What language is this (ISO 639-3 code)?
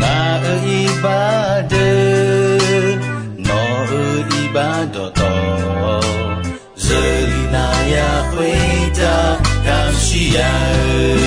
ahk